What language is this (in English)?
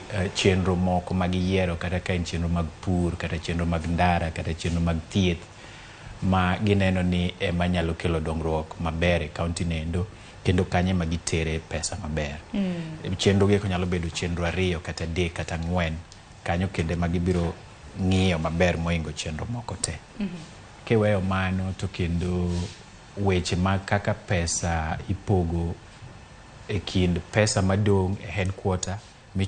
Luo (Kenya and Tanzania)